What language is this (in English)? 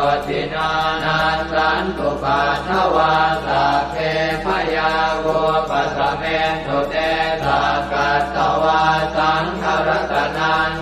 Pali